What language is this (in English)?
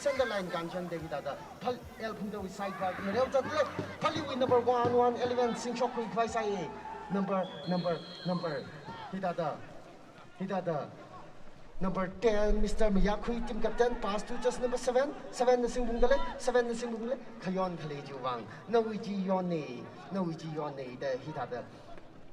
Tangkhul Naga (India)